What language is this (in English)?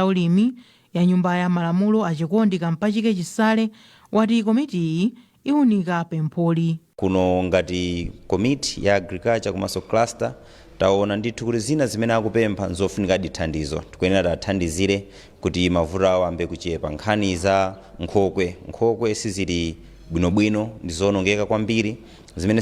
Nyanja